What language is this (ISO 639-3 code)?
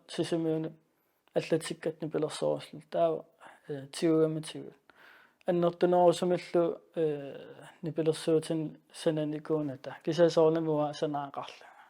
kal